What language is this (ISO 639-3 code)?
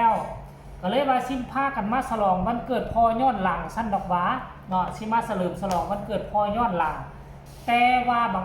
tts